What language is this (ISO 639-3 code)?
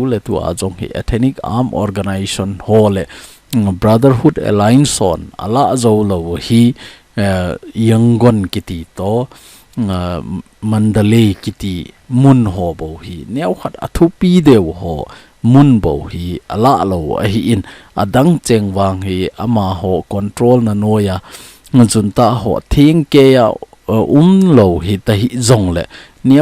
tcz